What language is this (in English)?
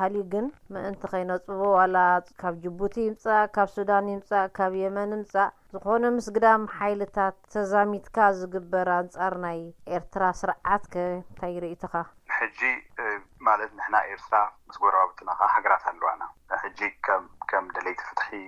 Tigrinya